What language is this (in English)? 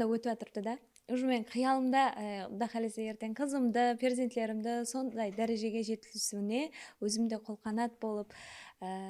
Kara-Kalpak